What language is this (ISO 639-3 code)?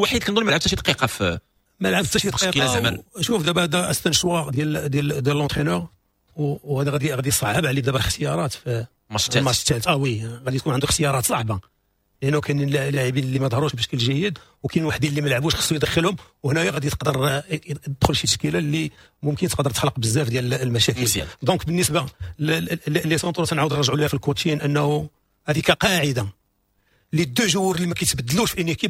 ary